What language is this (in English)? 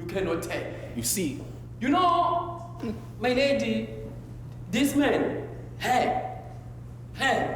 Zulu